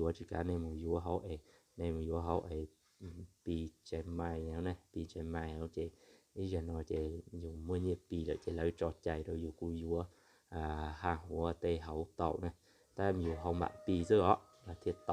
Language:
Hmong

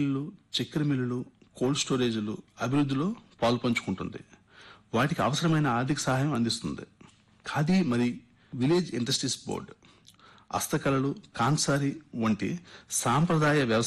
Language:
Telugu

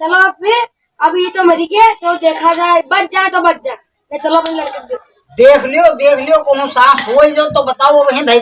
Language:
Awadhi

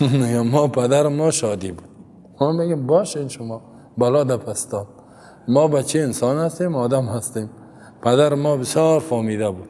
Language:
Persian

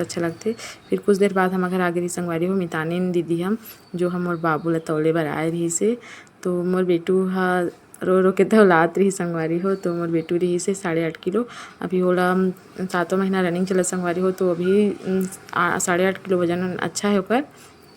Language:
Chhattisgarhi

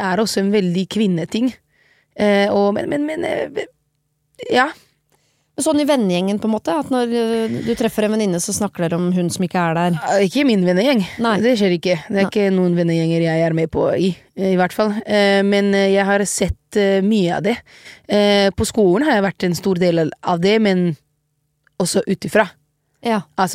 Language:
Norwegian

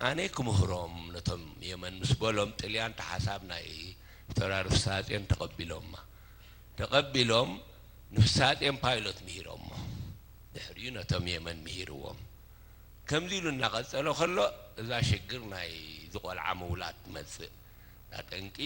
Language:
Tigrinya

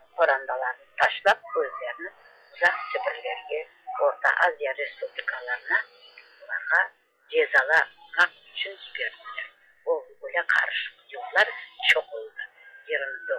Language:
Crimean Tatar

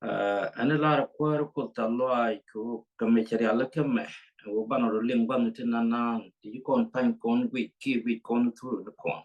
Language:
Nuer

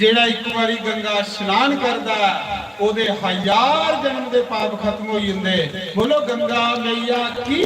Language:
Dogri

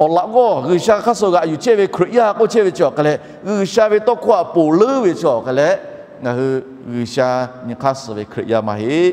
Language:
Lahu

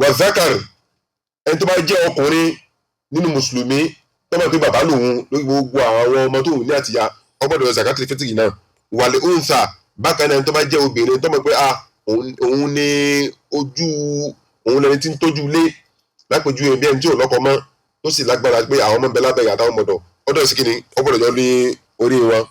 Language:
Yoruba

